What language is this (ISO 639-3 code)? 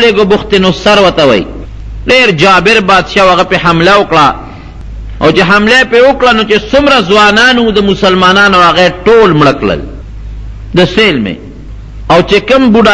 pus